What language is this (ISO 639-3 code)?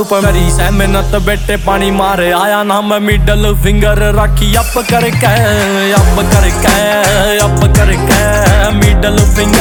hin